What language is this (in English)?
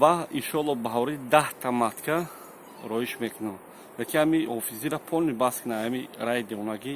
Tajik